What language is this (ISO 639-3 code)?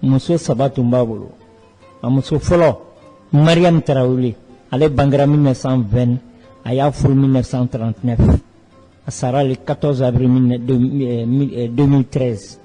bam